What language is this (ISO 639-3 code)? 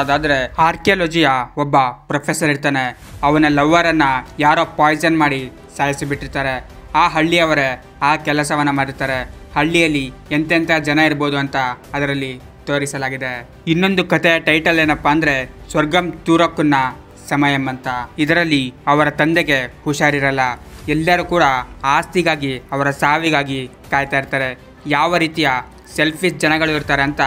kan